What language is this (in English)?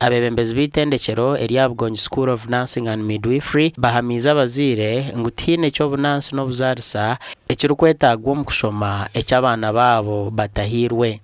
Nyankole